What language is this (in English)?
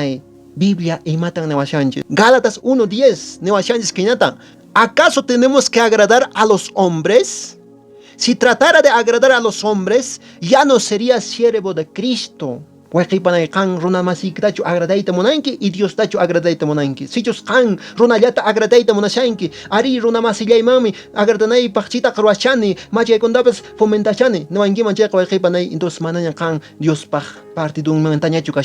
Quechua